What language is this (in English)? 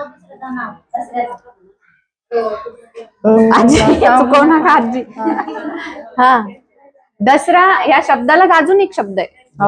Marathi